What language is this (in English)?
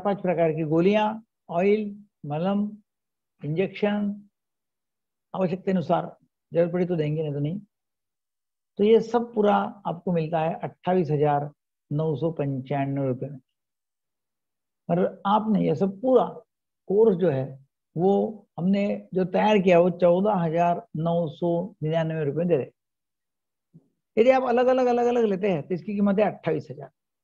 Hindi